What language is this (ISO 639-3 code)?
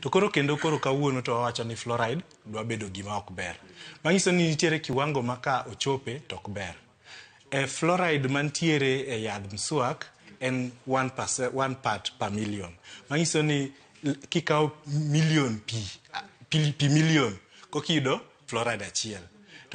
luo